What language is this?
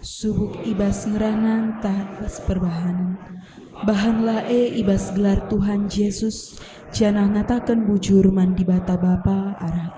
Batak Karo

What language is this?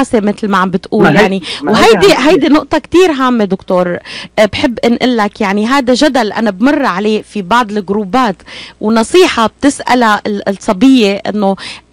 North Levantine Arabic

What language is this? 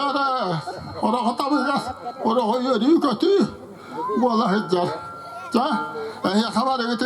Yakut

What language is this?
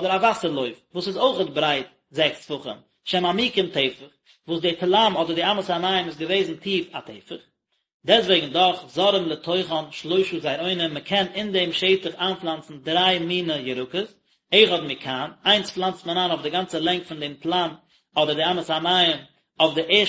Yiddish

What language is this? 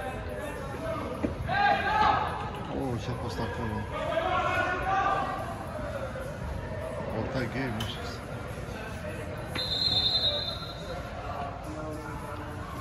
Romanian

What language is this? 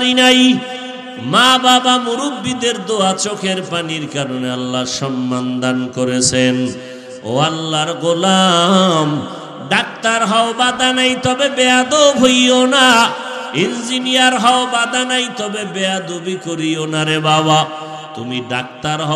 Bangla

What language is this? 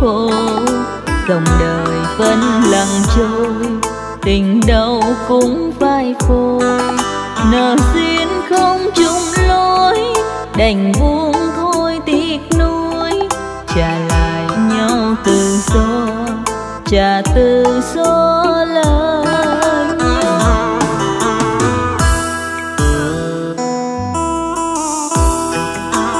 Vietnamese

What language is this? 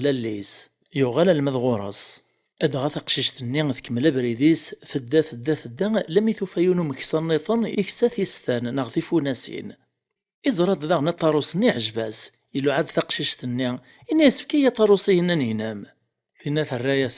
Kabyle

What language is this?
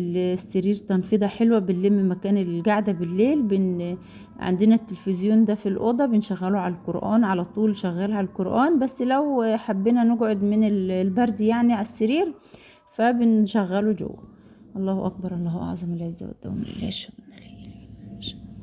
Egyptian Arabic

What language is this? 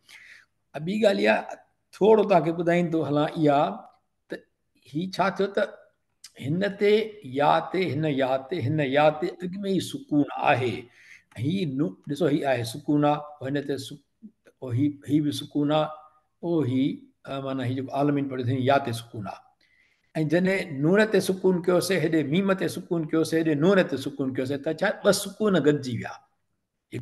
Sindhi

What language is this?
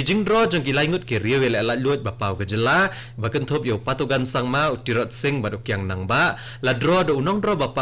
Khasi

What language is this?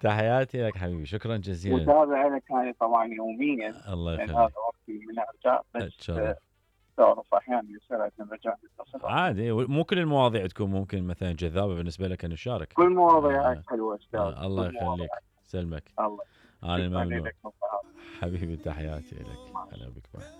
Mesopotamian Arabic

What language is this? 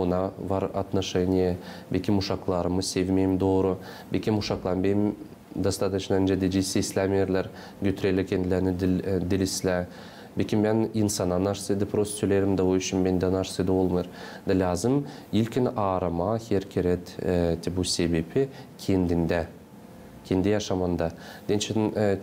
Gagauz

